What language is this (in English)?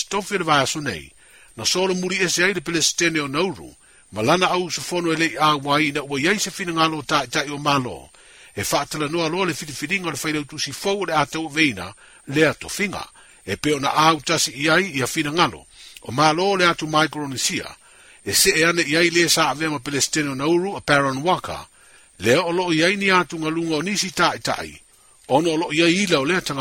Samoan